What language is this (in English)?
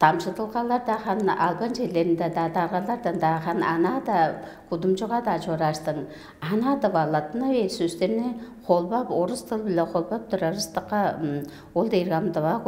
Tuvinian